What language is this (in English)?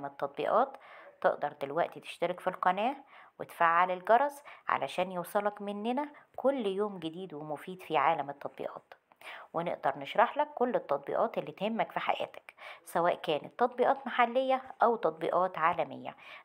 Egyptian Arabic